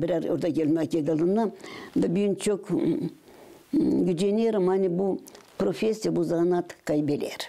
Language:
Gagauz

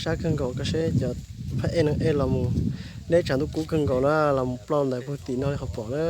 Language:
Hmong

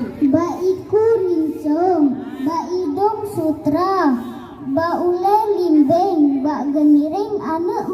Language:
Achinese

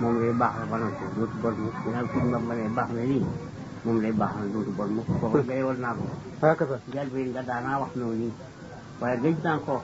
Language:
Wolof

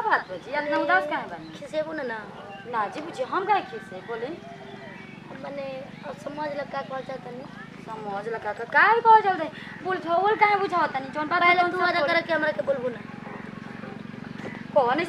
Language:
Bhojpuri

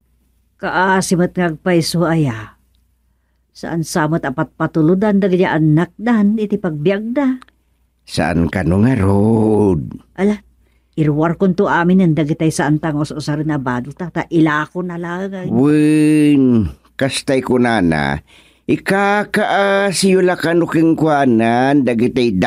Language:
Iloko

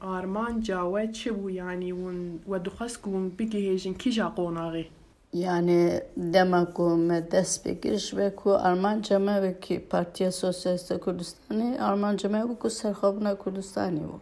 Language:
Kurdish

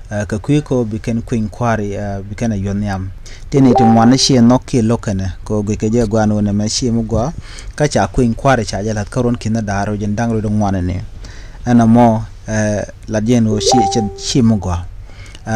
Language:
Nuer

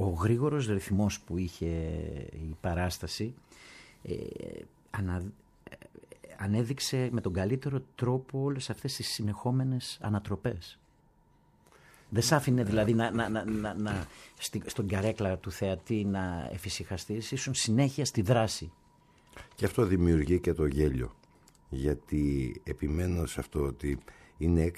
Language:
Greek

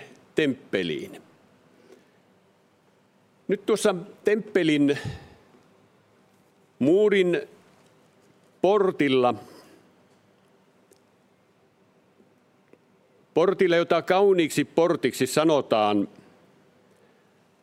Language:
Finnish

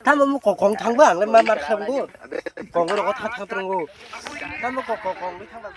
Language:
Kok Borok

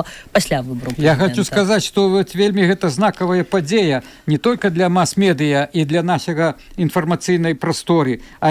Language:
Belarusian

